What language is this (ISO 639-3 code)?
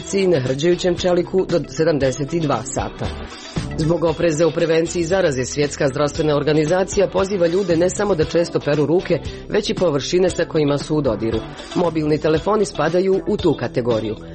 hrv